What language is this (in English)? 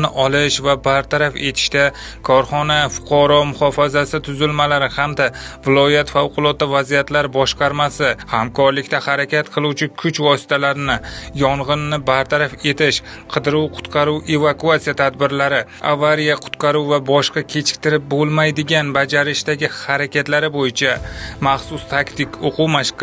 Uzbek